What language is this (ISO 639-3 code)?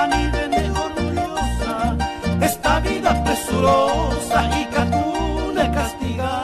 grn